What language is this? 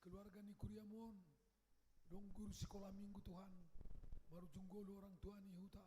Batak Simalungun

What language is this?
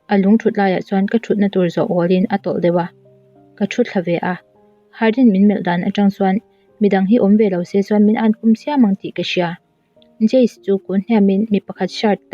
Mizo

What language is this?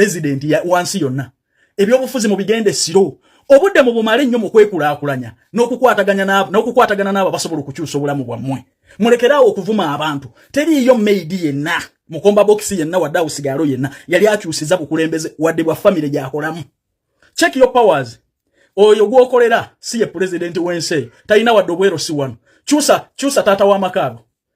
Ganda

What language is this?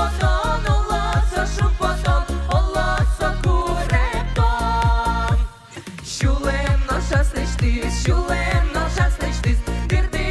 Udmurt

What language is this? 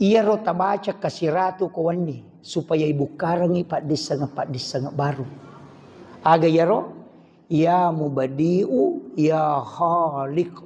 Buginese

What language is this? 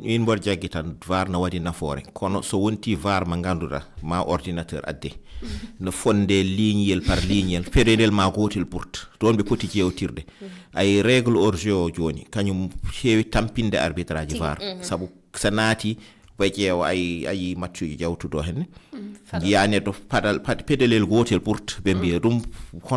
Fula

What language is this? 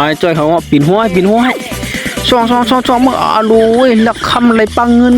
Shan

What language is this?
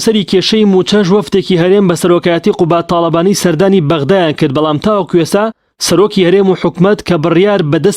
Central Kurdish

